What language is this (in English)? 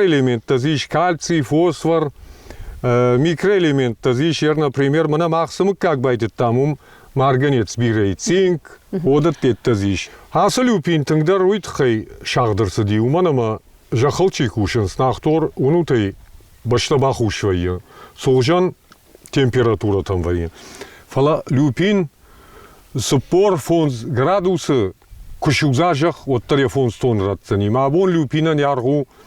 Ossetic